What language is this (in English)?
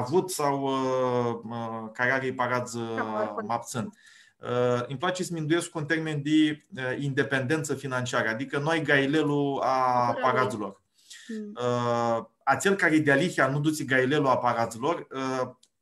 Aromanian